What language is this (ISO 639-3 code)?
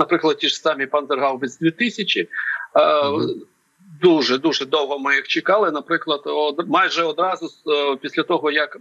ukr